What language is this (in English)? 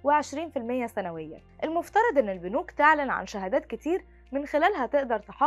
Egyptian Arabic